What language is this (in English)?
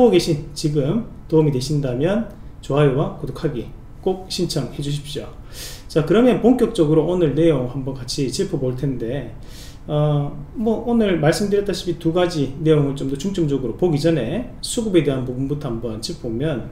Korean